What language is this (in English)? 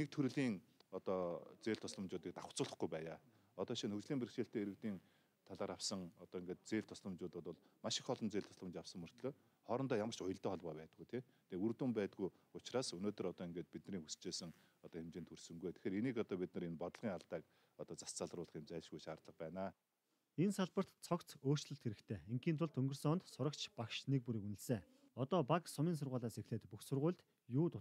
Mongolian